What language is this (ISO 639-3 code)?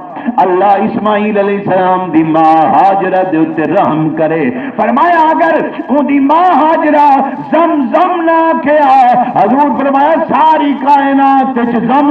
skr